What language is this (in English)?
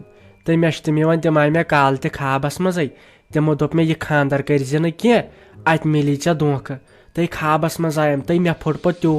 Kashmiri